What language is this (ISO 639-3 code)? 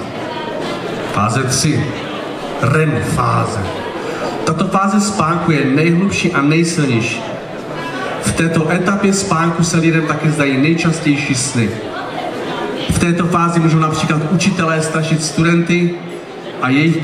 ces